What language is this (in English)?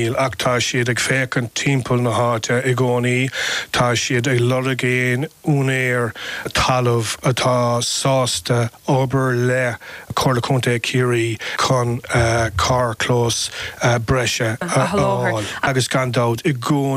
Irish